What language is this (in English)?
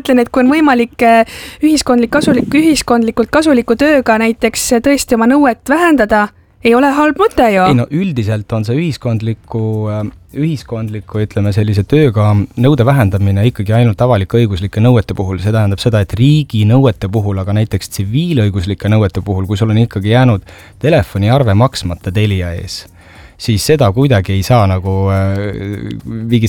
Estonian